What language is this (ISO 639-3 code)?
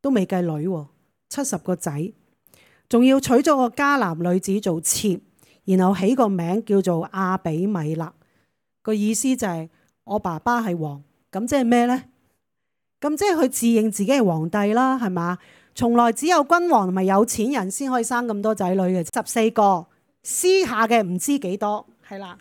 yue